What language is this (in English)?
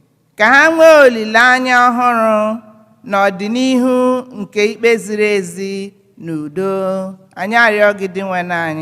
Igbo